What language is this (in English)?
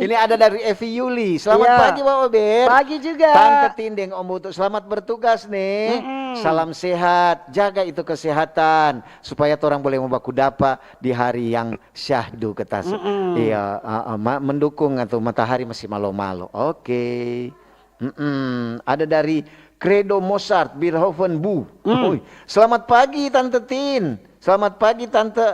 Manado Malay